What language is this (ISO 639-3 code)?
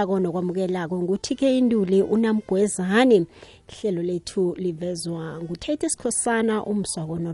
nbl